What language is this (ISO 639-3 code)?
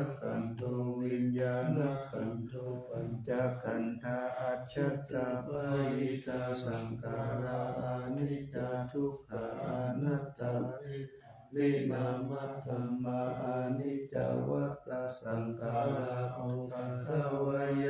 pli